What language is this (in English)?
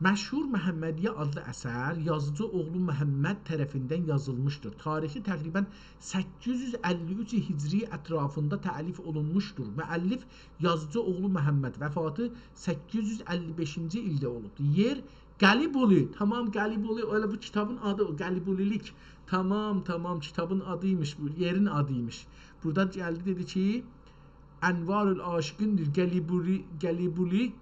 South Azerbaijani